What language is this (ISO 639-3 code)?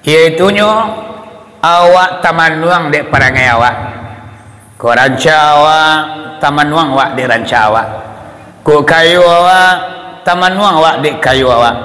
min